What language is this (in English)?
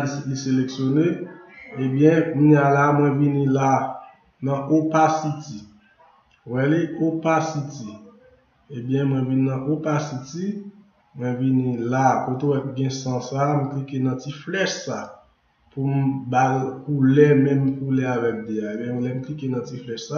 Haitian Creole